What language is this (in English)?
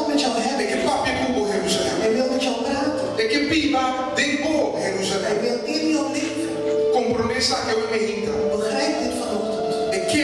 Papiamento